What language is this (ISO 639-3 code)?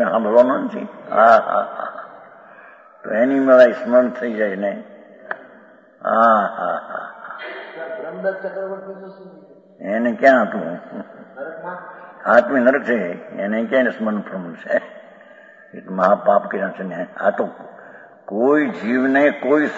guj